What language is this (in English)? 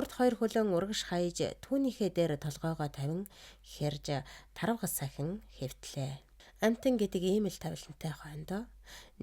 Mongolian